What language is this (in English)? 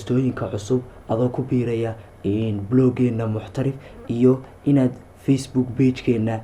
Somali